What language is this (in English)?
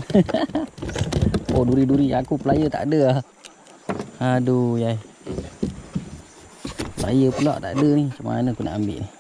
Malay